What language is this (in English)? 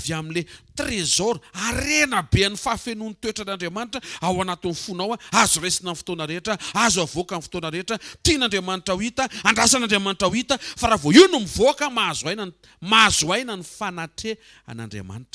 Malagasy